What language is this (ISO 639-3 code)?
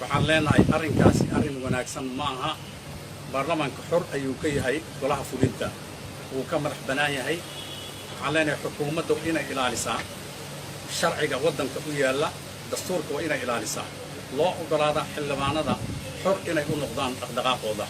som